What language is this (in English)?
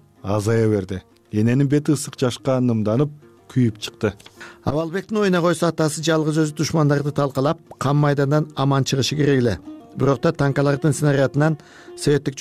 Kyrgyz